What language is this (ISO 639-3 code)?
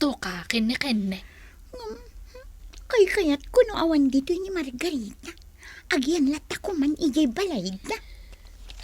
ilo